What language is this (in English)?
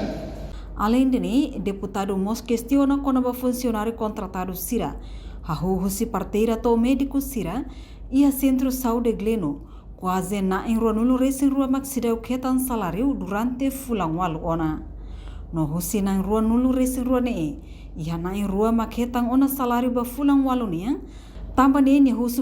Tetum